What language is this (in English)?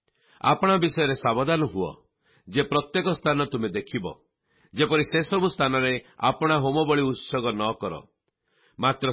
Odia